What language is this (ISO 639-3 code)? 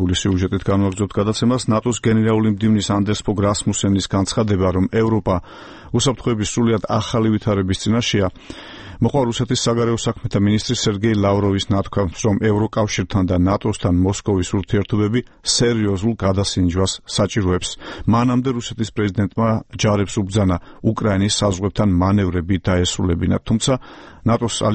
kat